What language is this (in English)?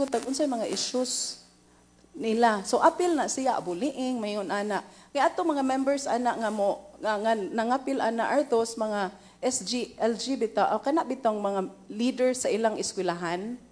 Cebuano